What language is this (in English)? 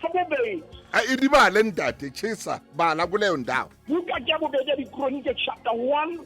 Southern Sotho